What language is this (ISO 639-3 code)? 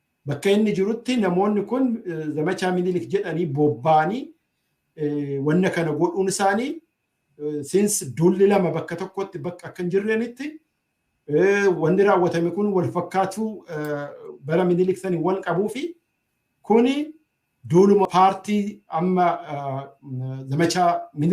orm